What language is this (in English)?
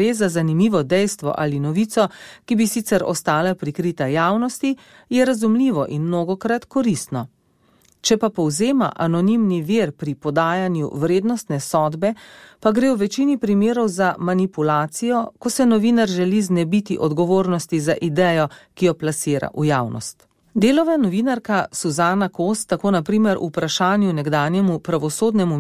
Slovenian